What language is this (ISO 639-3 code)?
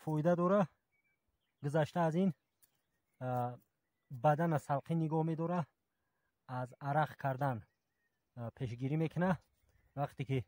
tgk